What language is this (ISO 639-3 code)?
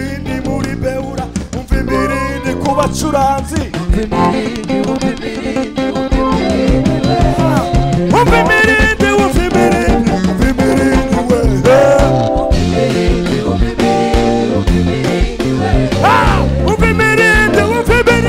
kin